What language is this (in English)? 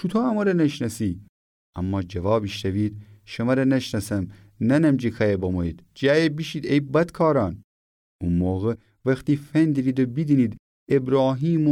Gilaki